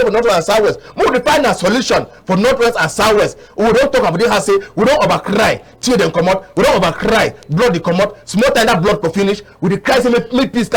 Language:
Cameroon Pidgin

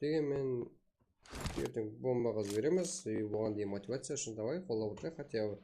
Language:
Kara-Kalpak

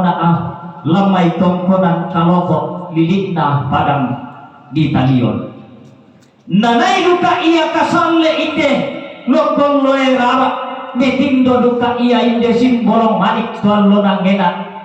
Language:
Toraja-Sa'dan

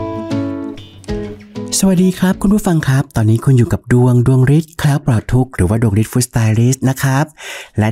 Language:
Thai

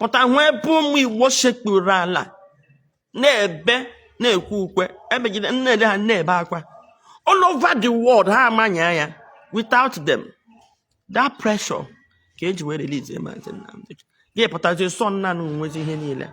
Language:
Igbo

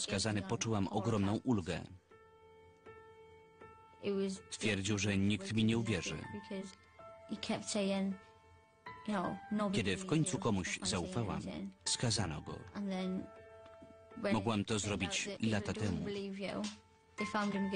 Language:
Polish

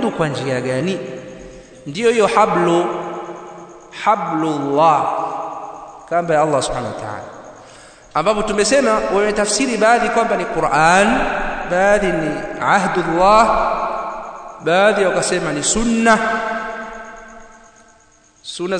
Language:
Swahili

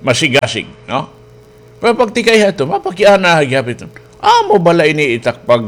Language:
Waray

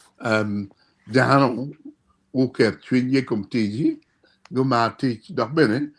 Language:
Acoli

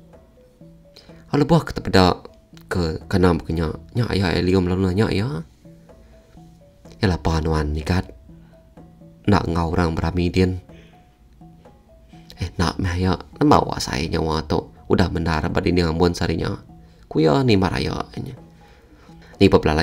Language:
Iban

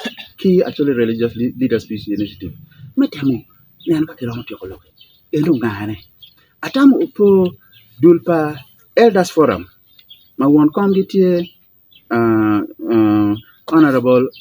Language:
Acoli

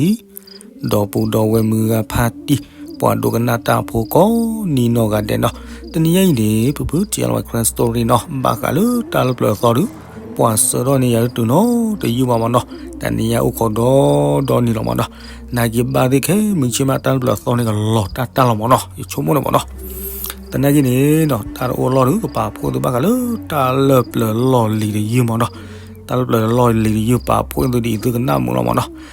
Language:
S'gaw Karen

